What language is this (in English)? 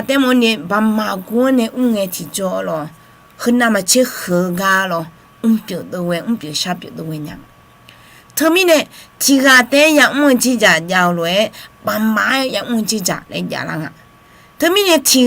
Akha